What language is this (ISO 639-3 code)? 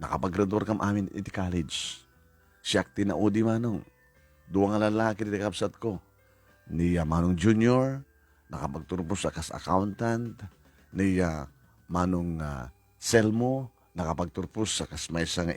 ilo